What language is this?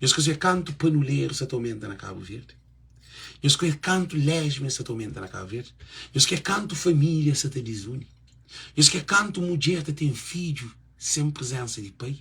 Kabuverdianu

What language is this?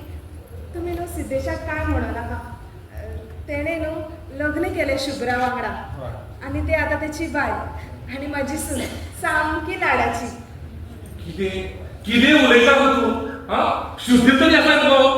Konkani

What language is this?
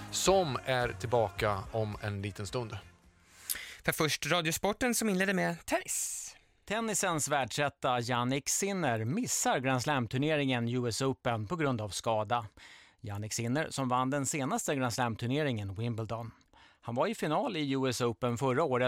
Swedish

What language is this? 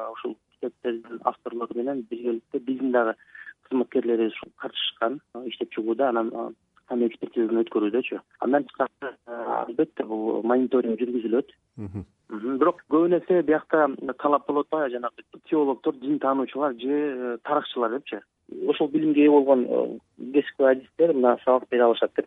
Kyrgyz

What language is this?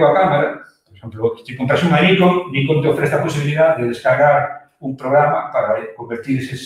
Galician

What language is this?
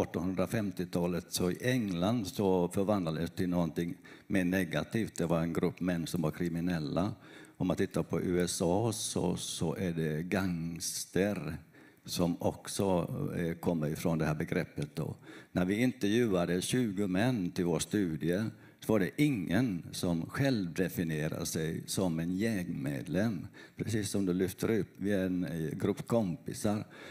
Swedish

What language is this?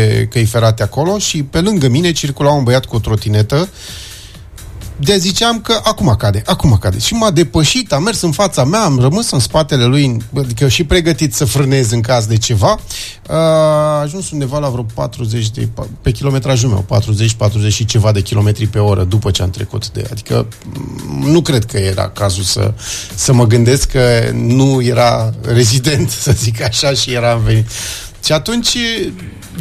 Romanian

